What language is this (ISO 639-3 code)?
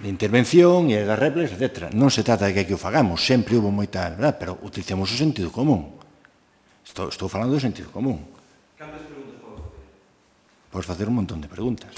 glg